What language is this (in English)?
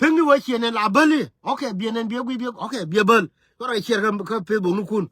Nuer